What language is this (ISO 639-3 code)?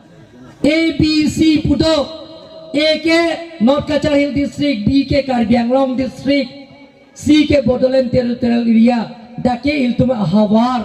mjw